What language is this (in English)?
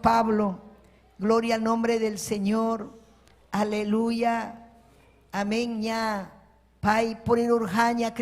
Ayacucho Quechua